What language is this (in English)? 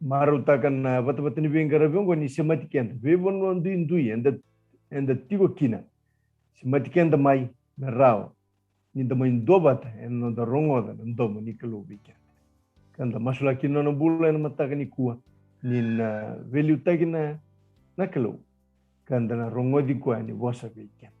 Fijian